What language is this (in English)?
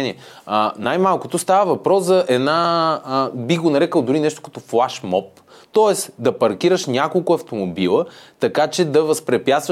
Bulgarian